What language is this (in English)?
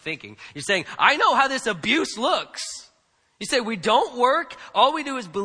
English